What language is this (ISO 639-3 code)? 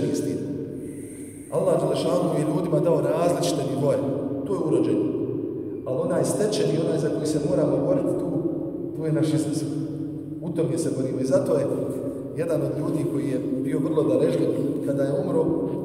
bos